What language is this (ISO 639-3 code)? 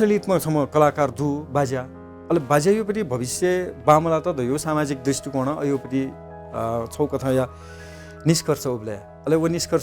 new